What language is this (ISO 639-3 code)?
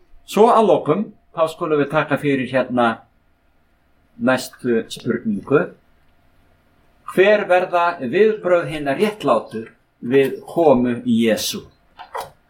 isl